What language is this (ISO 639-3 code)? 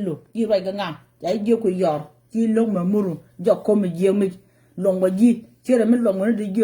nus